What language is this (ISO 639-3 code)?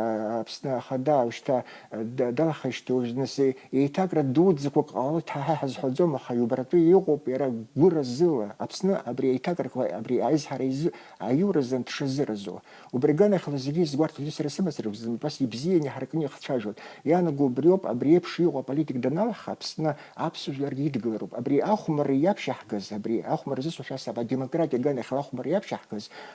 abk